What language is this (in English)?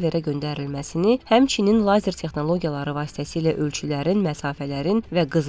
Azerbaijani